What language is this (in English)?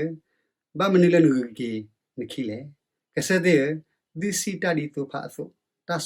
S'gaw Karen